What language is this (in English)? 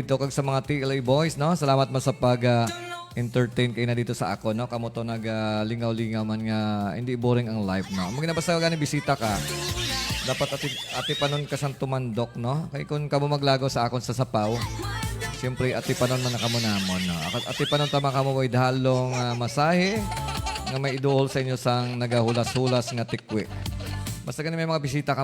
Hiligaynon